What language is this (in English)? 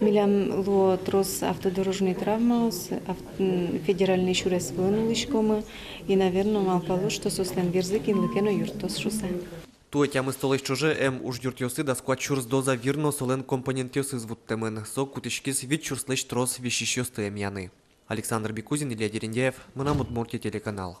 Udmurt